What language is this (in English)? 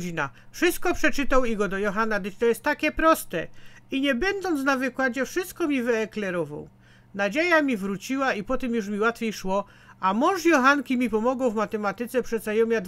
Silesian